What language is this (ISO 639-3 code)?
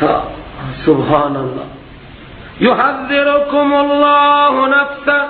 fas